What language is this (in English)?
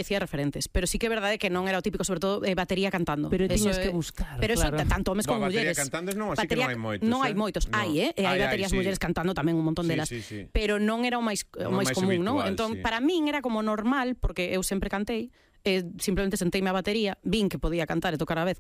Galician